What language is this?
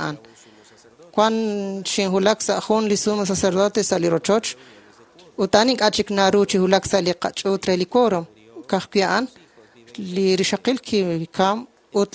Kekchí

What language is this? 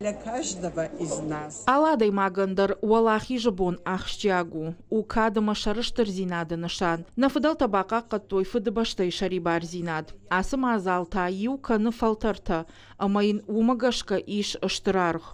Ossetic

